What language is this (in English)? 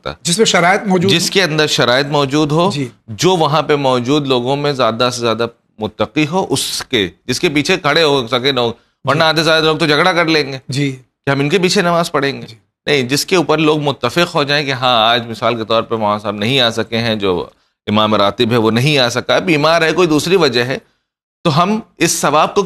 Urdu